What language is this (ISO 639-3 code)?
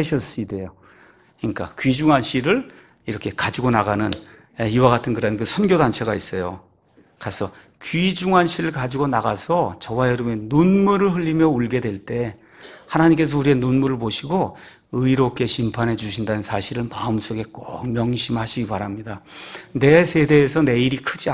kor